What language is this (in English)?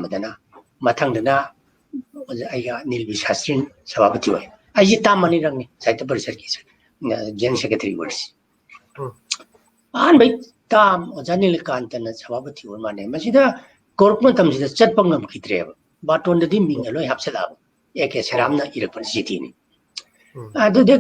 Manipuri